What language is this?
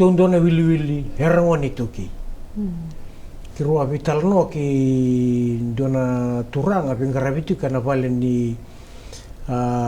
Fijian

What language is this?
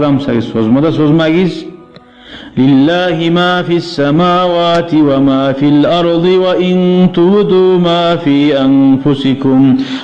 Kumyk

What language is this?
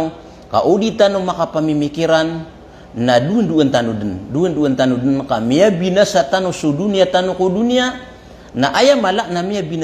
Maranao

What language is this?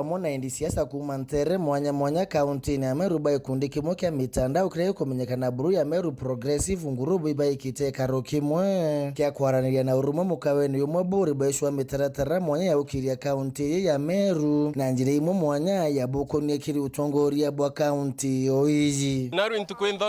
Meru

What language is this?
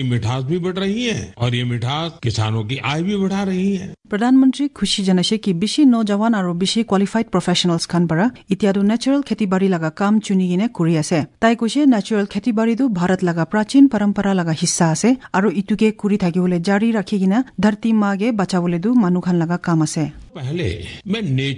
Assamese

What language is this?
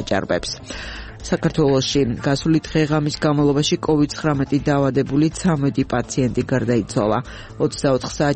Georgian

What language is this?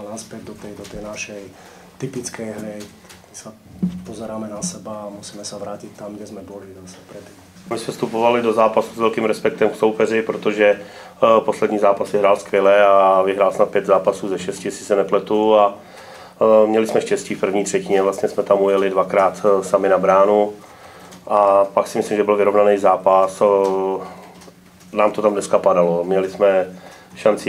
Czech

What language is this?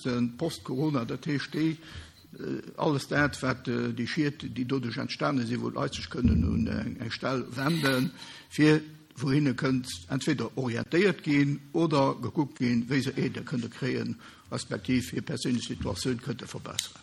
Luxembourgish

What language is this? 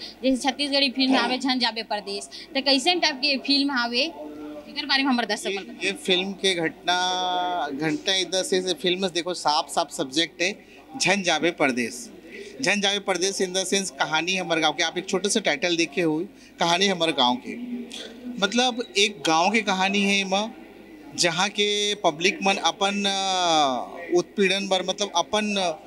Chhattisgarhi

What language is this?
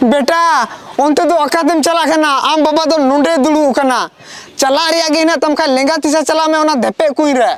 Santali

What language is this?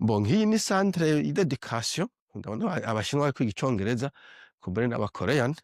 Rundi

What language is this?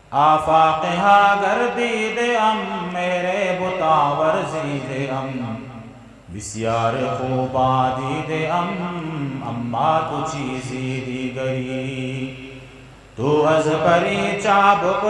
Eastern Balochi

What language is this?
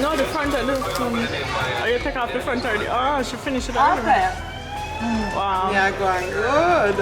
Jamaican Creole English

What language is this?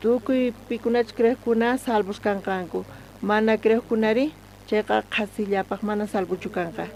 South Bolivian Quechua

